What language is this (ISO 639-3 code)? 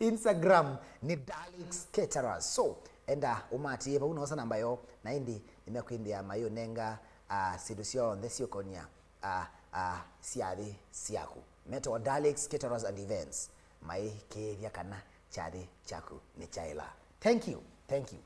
kam